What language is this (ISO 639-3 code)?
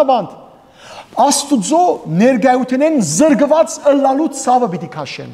hyw